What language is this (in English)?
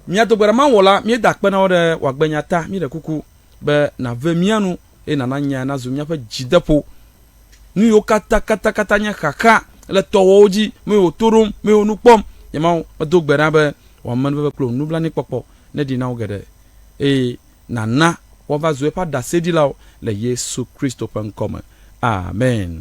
Ewe